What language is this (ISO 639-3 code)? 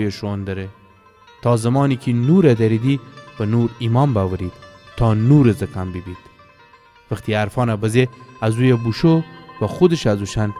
glk